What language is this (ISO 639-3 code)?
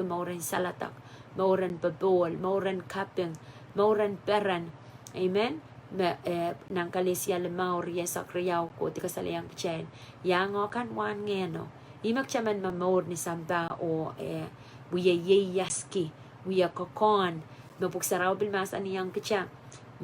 pon